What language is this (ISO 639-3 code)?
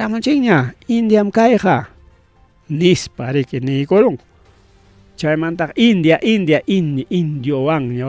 quy